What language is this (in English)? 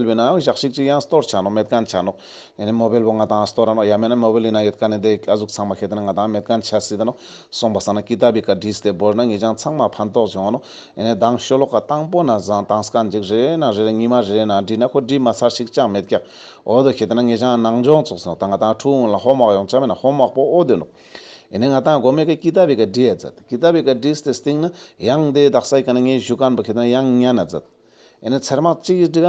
Ladakhi